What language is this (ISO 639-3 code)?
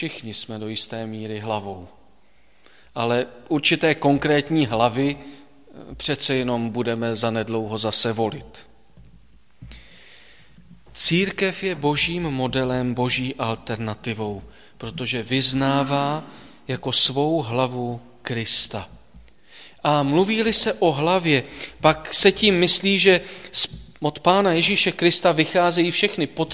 ces